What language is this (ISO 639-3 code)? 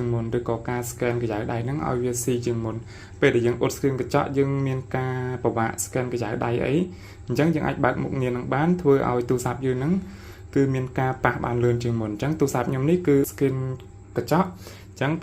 khm